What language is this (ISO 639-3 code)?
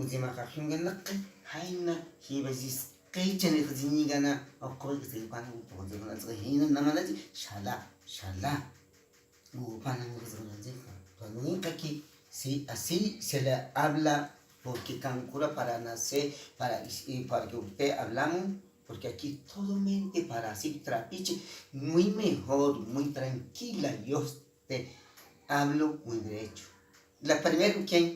kog